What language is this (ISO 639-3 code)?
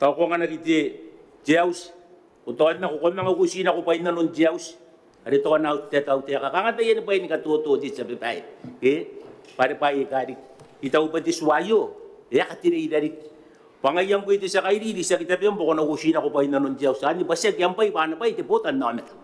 gil